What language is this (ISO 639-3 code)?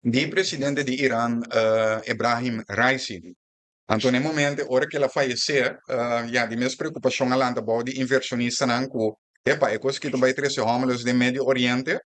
pap